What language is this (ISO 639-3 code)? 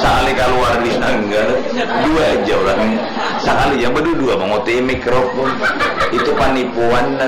bjn